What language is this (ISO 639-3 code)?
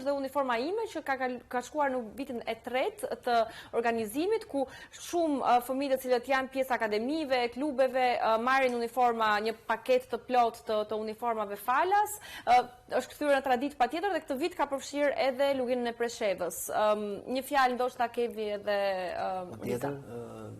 sqi